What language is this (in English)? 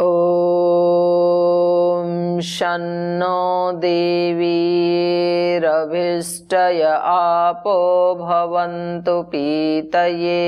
Sanskrit